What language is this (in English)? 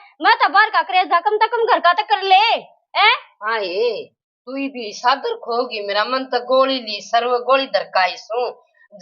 Haryanvi